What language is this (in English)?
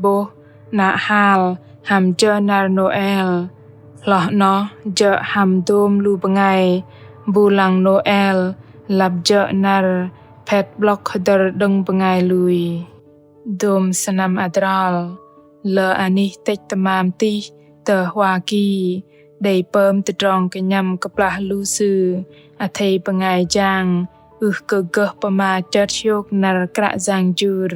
Bahnar